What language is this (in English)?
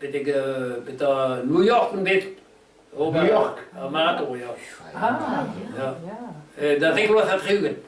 Breton